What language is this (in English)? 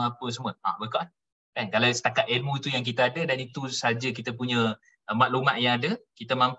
Malay